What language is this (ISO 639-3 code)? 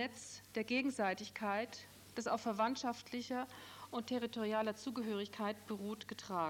deu